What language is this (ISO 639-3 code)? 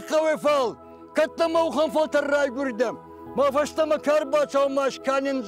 oss